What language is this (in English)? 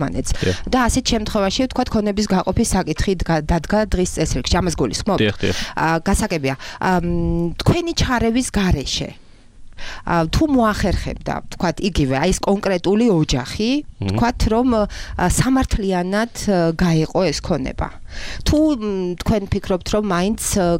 Georgian